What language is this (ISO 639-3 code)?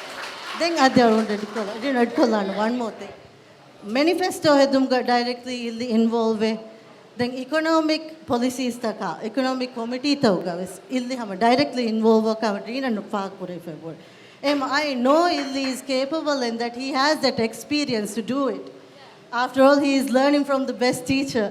div